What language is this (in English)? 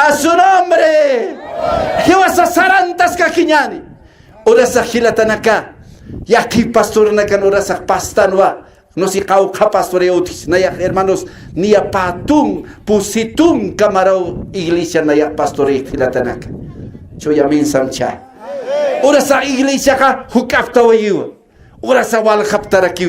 Aymara